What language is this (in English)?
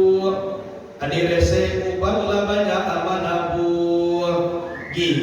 Minangkabau